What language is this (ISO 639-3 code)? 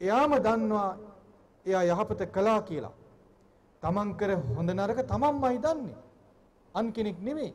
sin